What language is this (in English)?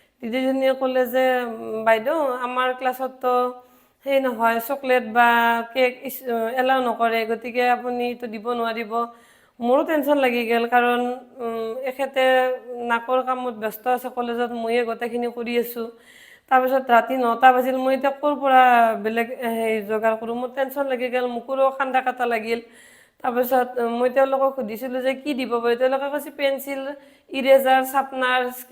Assamese